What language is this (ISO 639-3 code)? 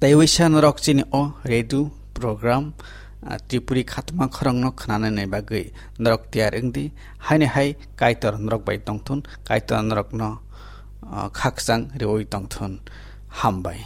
trp